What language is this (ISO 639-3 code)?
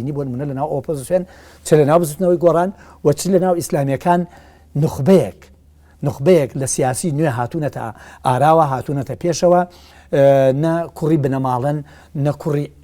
ckb